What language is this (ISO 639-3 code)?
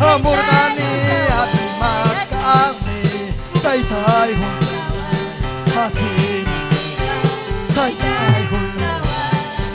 quy